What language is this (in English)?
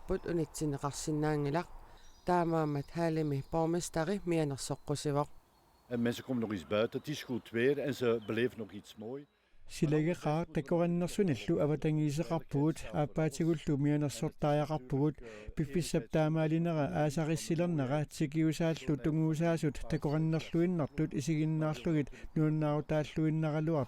Kalaallisut